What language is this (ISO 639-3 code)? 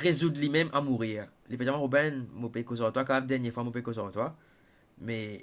mfe